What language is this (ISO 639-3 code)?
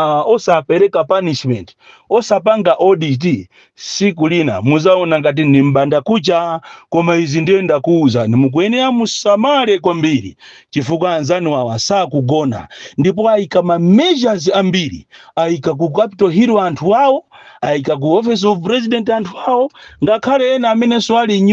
nya